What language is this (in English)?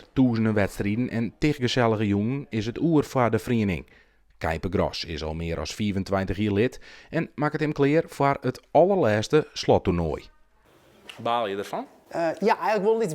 Western Frisian